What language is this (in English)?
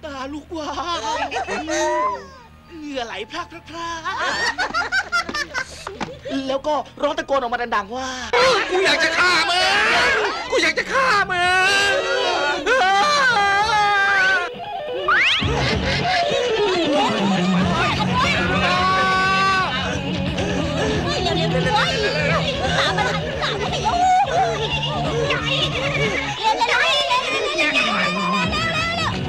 Thai